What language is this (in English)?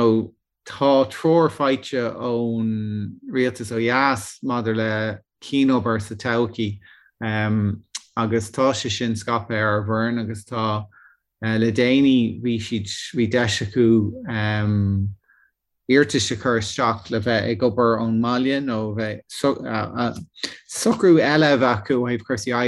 Irish